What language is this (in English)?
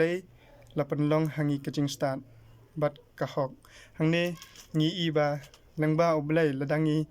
Khasi